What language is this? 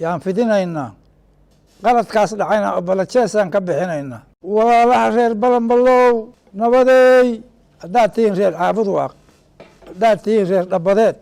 Somali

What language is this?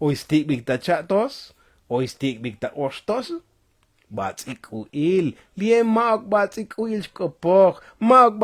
Tzotzil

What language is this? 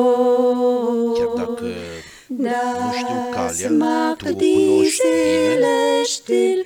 Romanian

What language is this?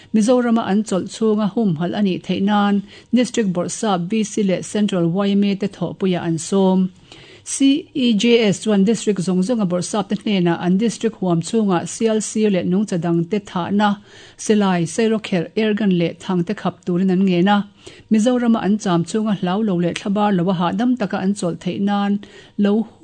Mizo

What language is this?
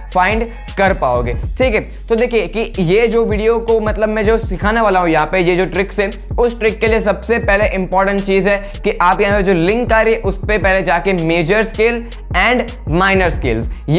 Hindi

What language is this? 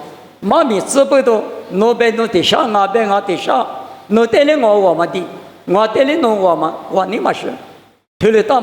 Lisu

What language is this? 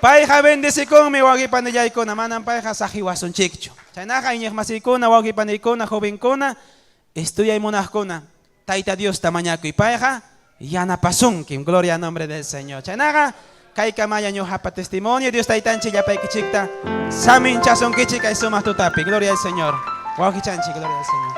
Ayacucho Quechua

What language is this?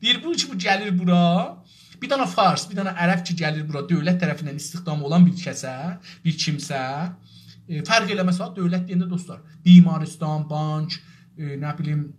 South Azerbaijani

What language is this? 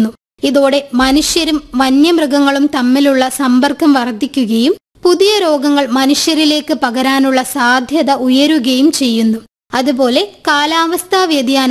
Malayalam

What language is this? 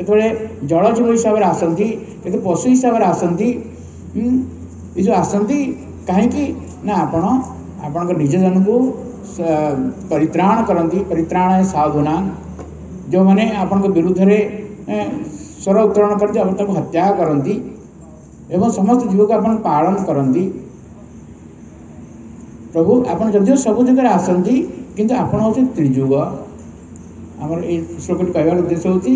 Odia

